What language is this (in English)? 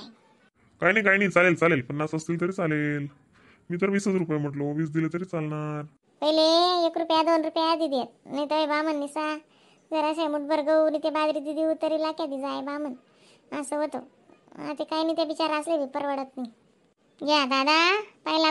Khandesi